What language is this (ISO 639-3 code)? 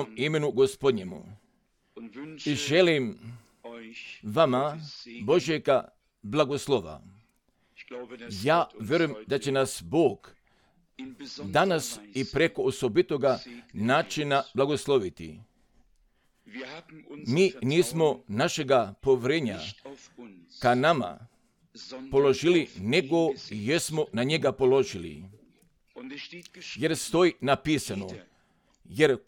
hrv